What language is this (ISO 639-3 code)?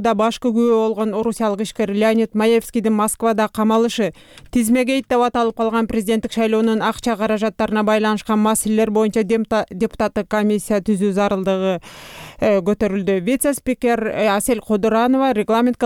kir